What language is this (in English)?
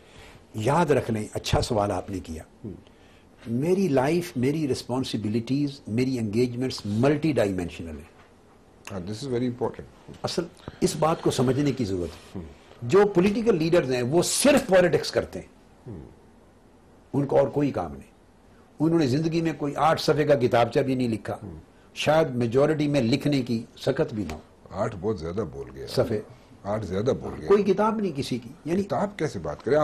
Urdu